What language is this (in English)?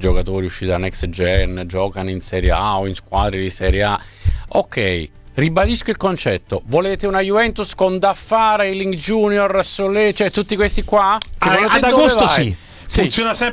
Italian